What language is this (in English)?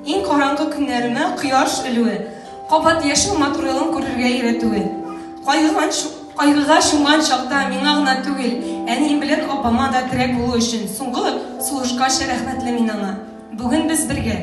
Tatar